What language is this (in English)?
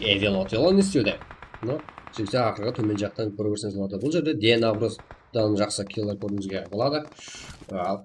Kara-Kalpak